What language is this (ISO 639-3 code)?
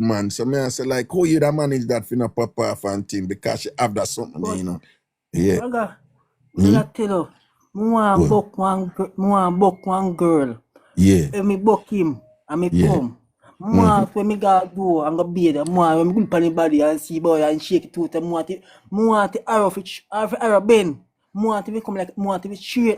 jam